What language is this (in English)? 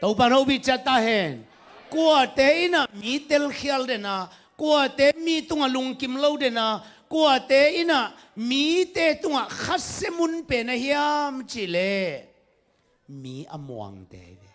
Tedim Chin